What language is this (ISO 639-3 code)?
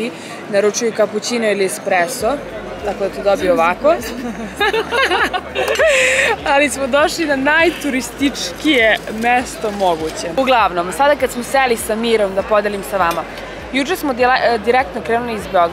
srp